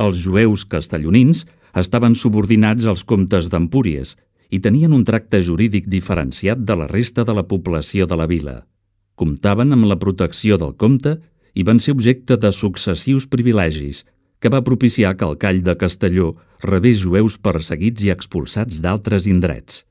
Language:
Catalan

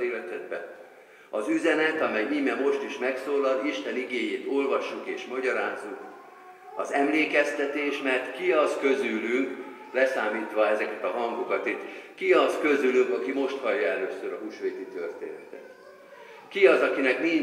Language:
Hungarian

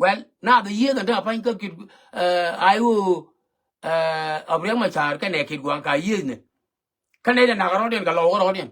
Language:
Nuer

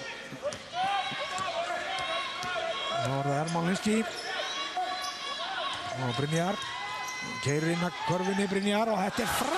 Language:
Icelandic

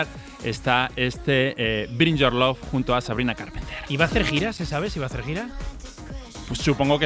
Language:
Spanish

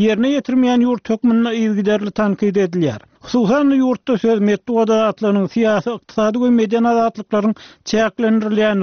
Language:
Turkmen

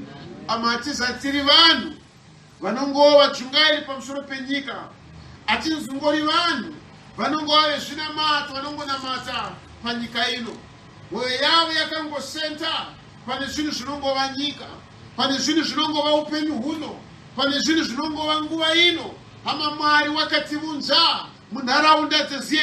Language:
Shona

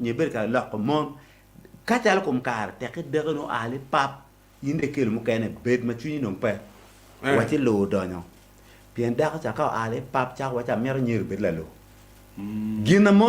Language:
Acoli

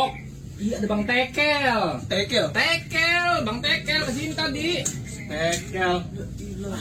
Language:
Betawi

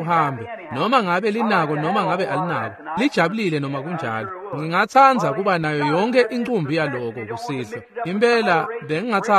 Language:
Swati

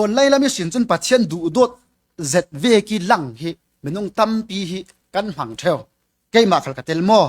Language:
Falam Chin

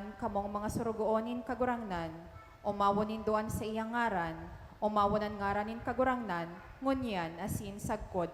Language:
Bikol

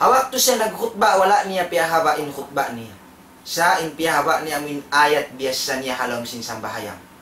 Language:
Tausug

